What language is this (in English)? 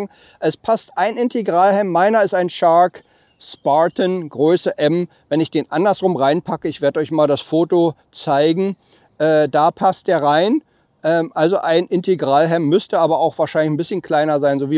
German